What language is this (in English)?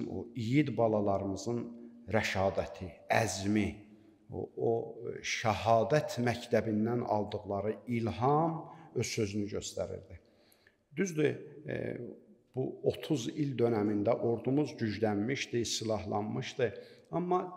Azerbaijani